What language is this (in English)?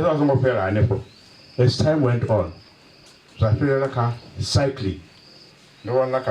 Venda